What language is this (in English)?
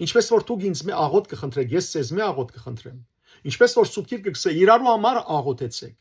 Western Armenian